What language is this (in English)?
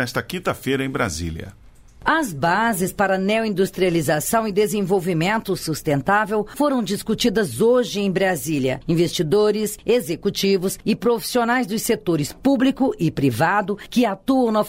Portuguese